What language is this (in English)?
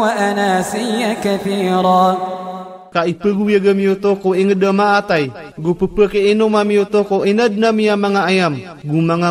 Maranao